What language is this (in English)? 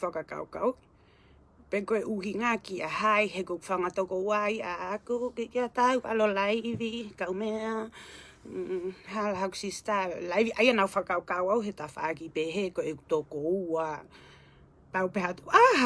Tongan